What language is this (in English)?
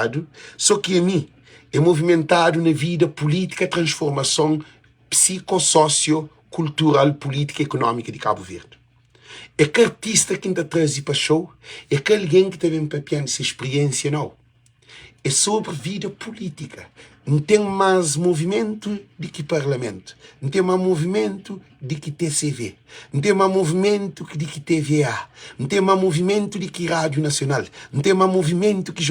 Kabuverdianu